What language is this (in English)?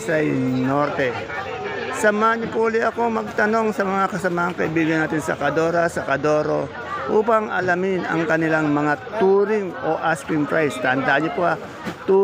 Filipino